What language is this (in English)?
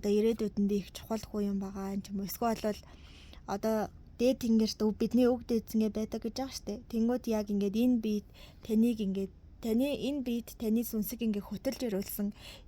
Mongolian